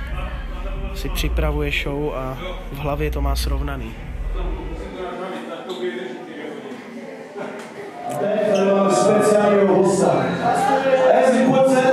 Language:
Czech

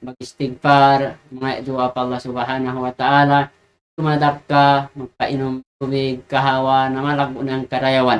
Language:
Tausug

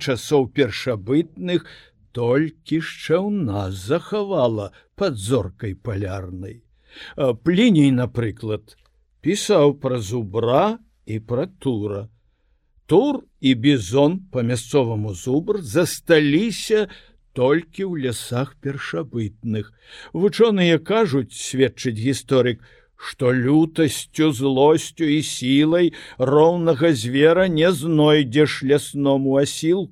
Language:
Belarusian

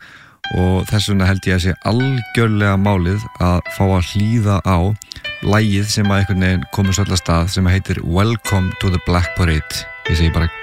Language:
Icelandic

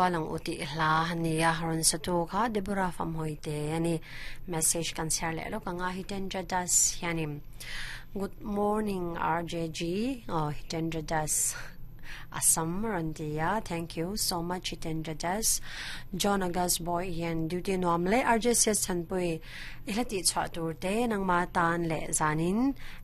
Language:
Mizo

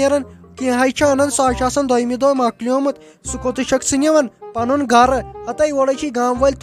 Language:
Kashmiri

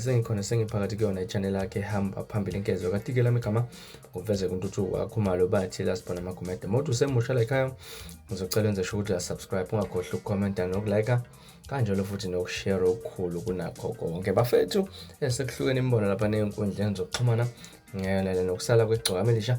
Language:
Zulu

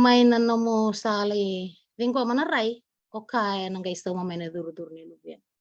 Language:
Fijian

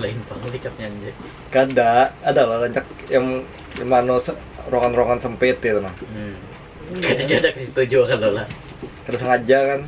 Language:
Banjar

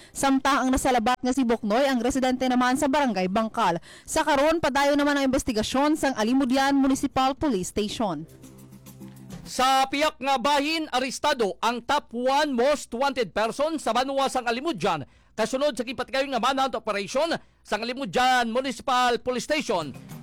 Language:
Hiligaynon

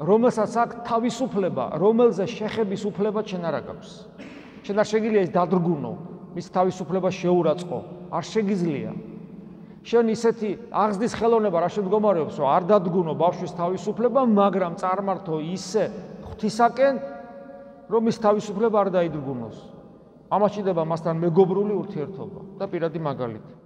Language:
Georgian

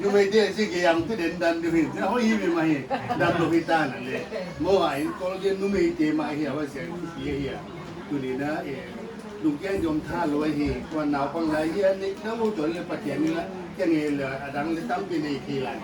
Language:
Paite Chin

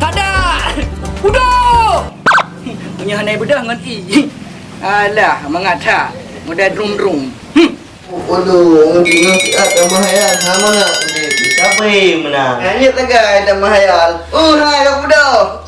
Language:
Achinese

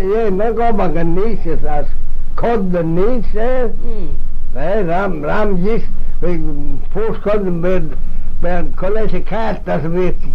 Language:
Manx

